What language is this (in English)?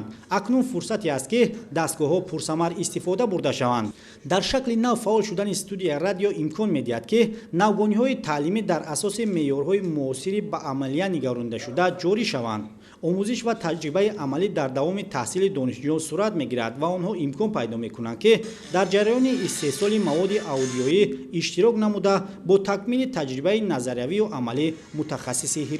Tajik